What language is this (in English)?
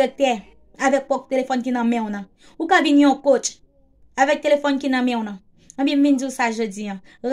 Haitian Creole